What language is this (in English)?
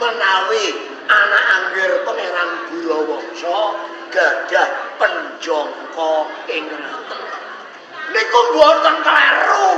Javanese